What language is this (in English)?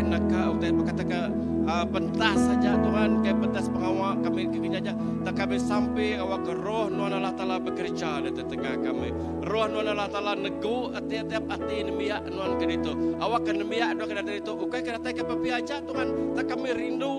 Iban